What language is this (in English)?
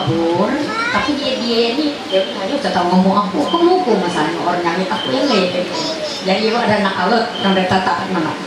Ma'anyan